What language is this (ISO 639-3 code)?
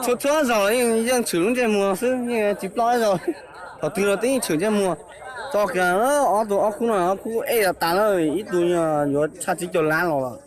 hmn